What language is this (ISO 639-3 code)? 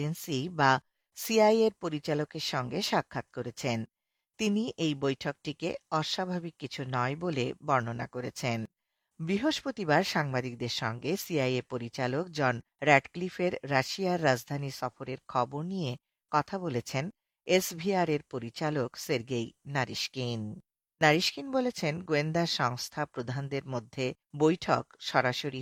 ben